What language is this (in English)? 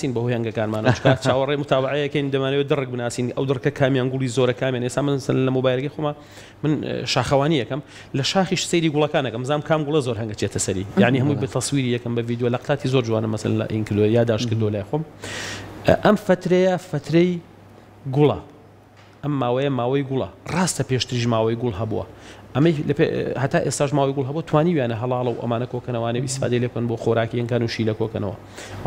Central Kurdish